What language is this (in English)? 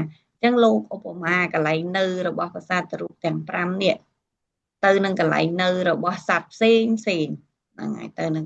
Khmer